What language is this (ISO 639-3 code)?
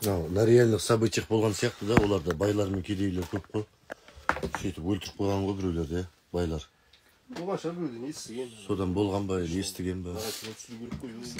kaz